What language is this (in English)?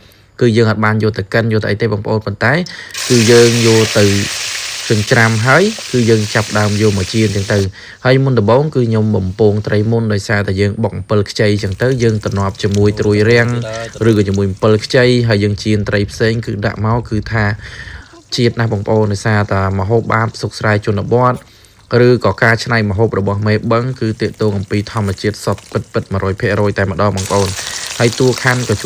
Khmer